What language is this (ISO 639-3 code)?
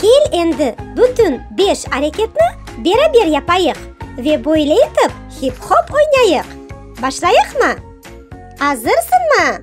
crh